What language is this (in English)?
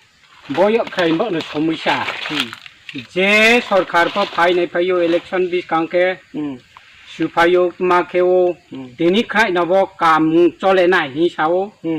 Riang (India)